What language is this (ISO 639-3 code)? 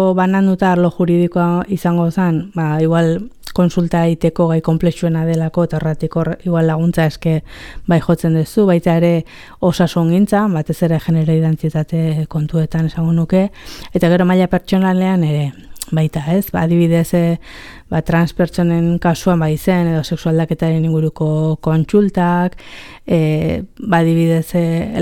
eus